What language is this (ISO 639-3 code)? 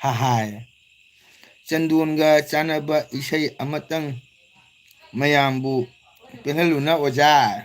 mni